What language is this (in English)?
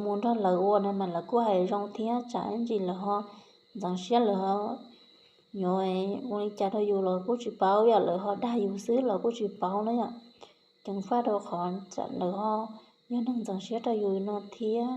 Hmong